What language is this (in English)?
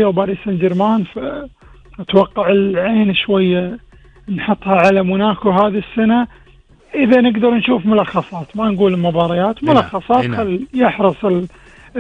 Gulf Arabic